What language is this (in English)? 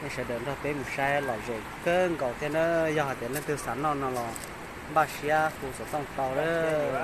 Hmong